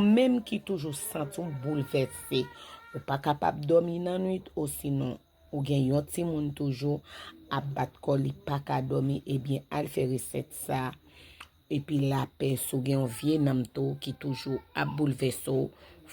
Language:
Haitian Creole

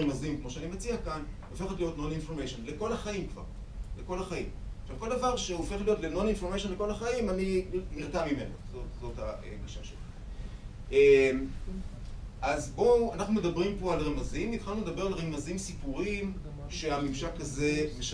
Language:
Hebrew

